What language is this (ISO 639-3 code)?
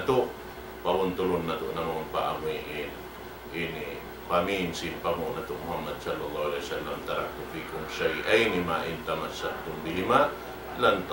tsg